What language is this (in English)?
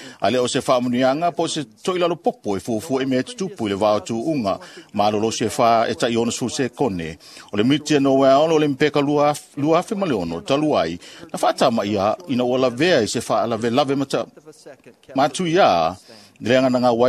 Samoan